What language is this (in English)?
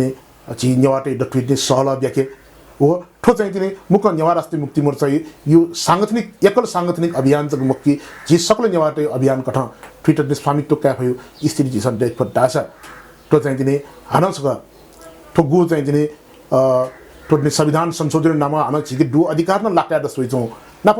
Newari